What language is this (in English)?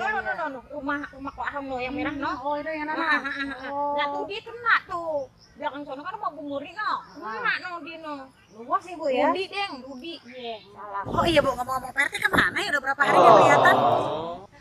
Betawi